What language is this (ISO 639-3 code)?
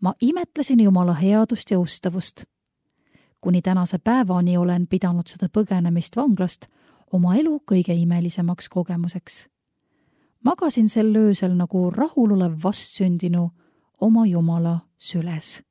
est